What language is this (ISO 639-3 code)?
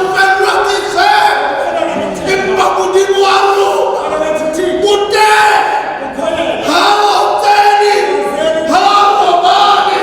sot